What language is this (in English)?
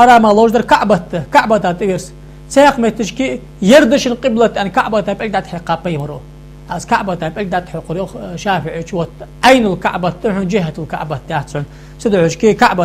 Ingush